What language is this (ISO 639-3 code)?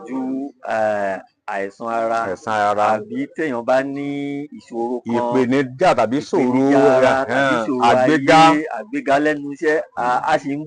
yor